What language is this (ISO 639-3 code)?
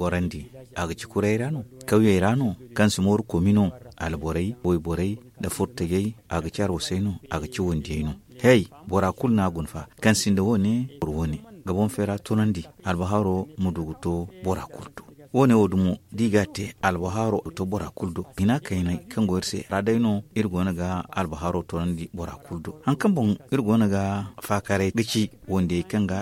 dje